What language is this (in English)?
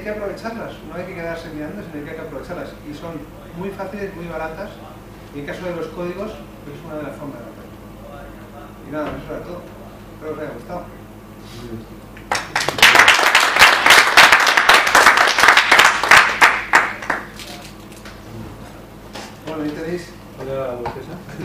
Spanish